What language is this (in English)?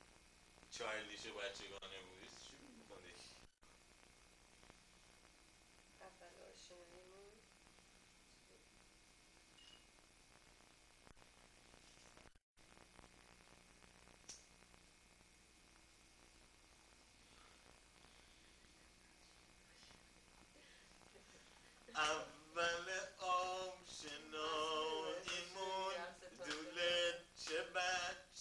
Persian